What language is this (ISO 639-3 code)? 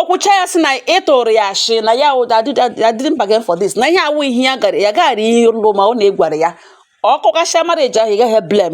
ibo